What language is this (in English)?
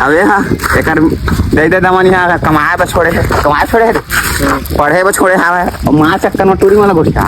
Chhattisgarhi